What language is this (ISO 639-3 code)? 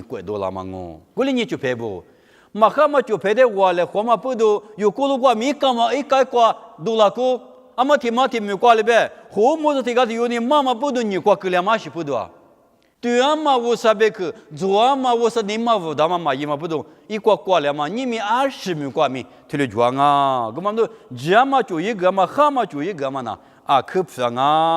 lis